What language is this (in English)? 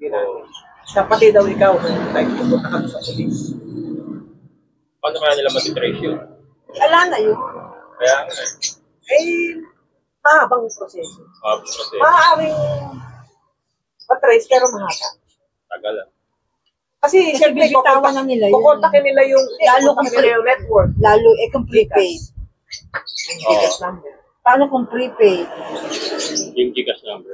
Filipino